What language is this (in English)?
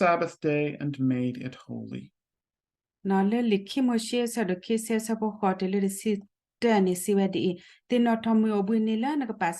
S'gaw Karen